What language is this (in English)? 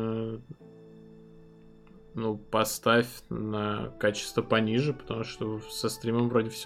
Russian